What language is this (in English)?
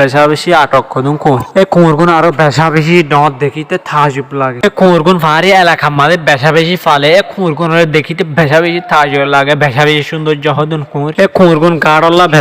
Rohingya